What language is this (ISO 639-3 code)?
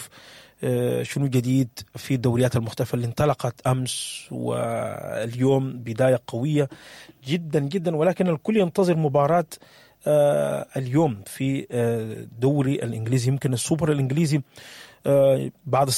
apd